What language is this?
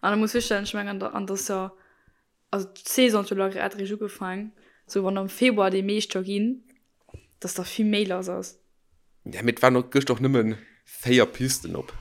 Luxembourgish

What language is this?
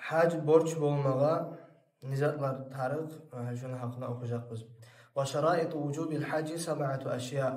Kumyk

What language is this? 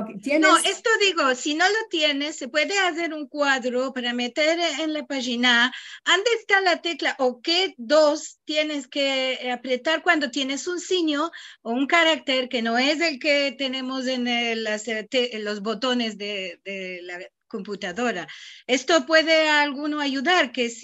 Ladino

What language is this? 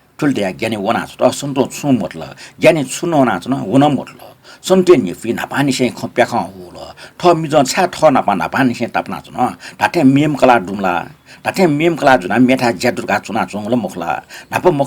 Newari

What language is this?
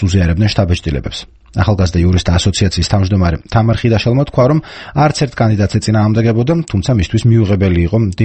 Georgian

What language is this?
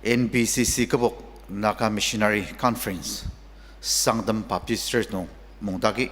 Ao Naga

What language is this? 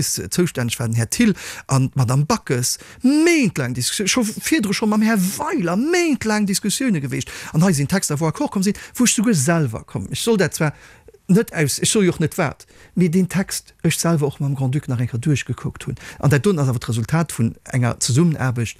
Luxembourgish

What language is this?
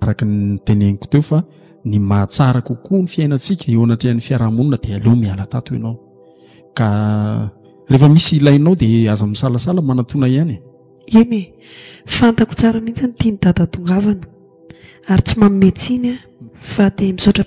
Malagasy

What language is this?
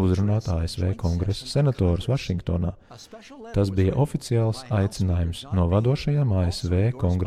Latvian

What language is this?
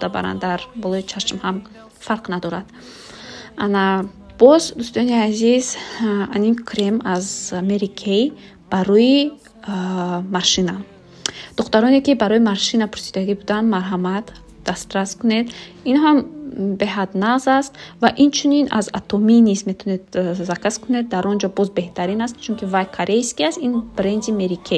Tajik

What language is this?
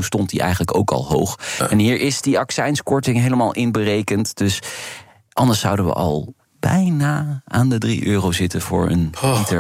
Dutch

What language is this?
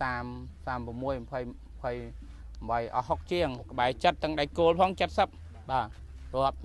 Khmer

